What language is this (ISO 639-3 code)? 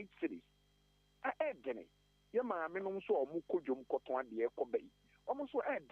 aka